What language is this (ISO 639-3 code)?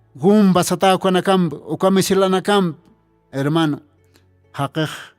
aym